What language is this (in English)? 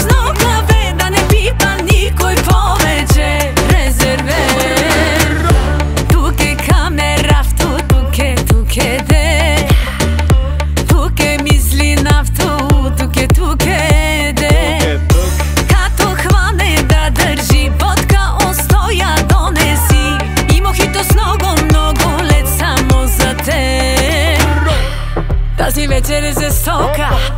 Bulgarian